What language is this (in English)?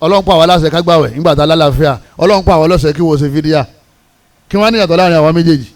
Yoruba